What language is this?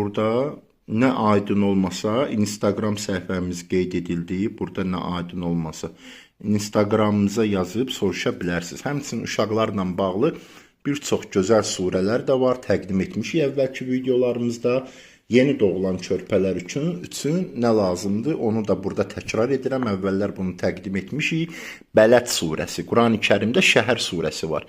Azerbaijani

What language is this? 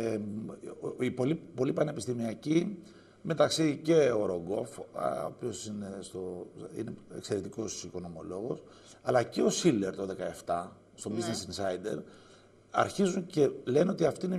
Greek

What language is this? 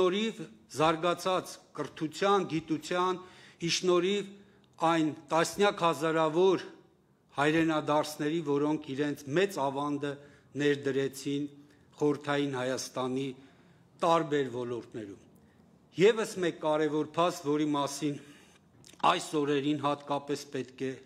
Armenian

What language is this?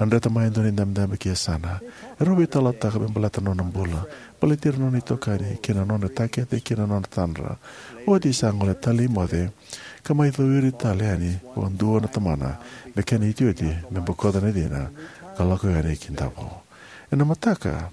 Fijian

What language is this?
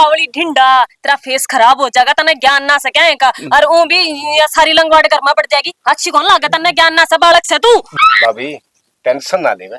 Haryanvi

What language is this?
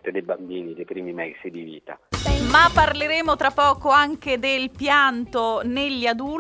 Italian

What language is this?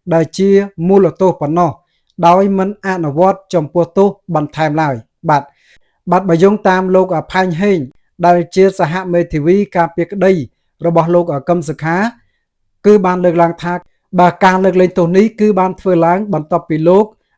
Khmer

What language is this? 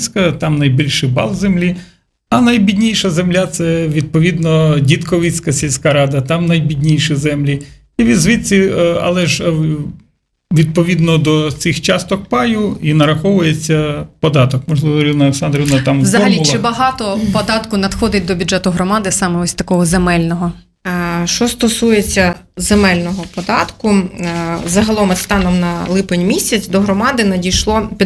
Ukrainian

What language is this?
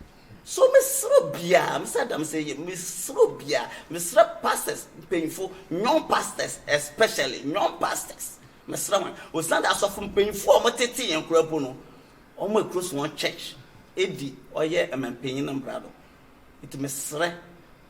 Akan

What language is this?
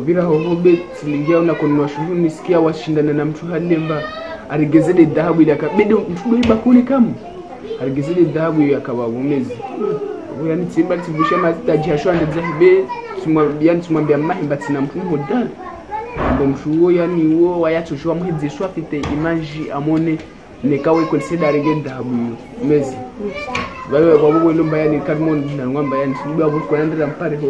Swahili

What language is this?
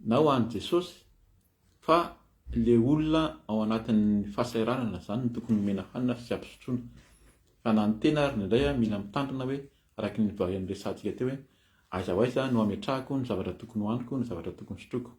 Malagasy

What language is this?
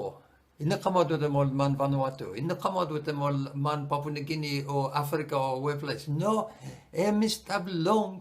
Bislama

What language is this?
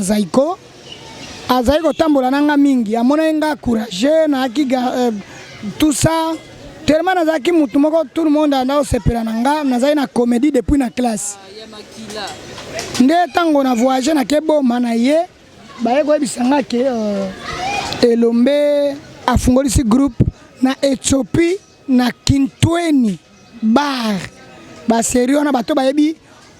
Lingala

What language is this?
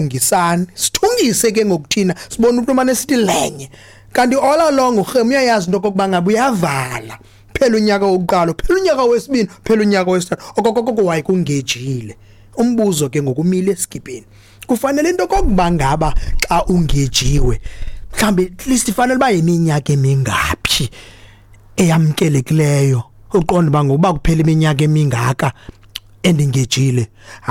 Xhosa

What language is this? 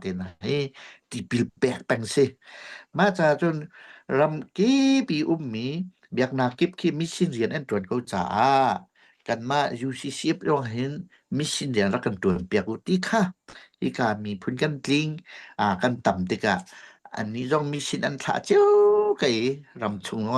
Hakha Chin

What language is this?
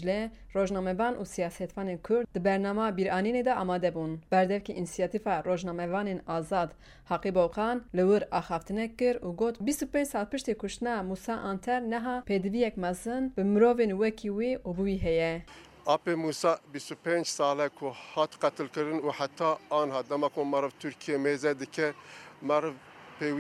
Kurdish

